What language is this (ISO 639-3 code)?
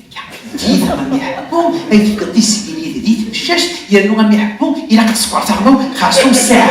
kab